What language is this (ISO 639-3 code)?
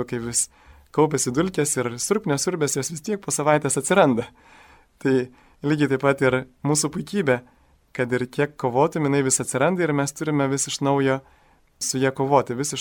lit